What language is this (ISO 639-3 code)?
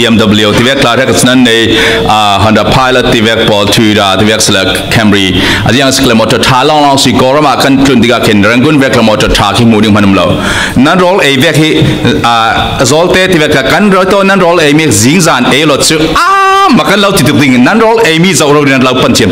cfm